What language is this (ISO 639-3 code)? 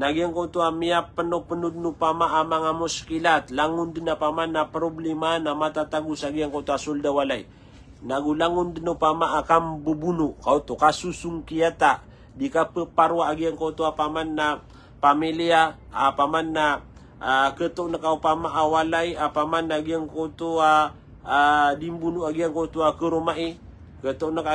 mrw